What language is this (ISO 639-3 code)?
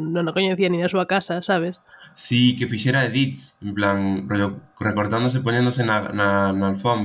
glg